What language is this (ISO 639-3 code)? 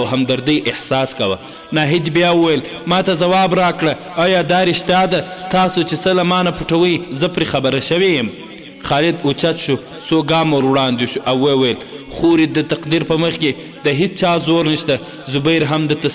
pus